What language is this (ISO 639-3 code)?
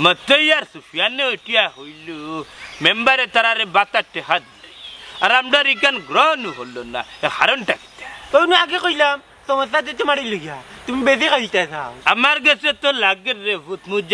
syl